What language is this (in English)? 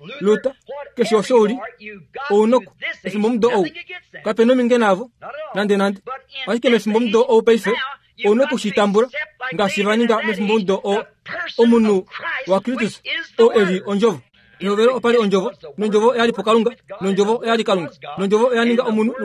Kuanyama